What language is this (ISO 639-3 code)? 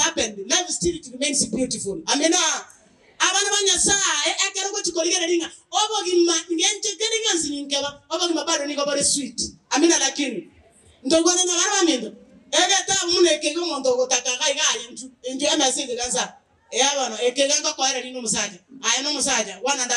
guz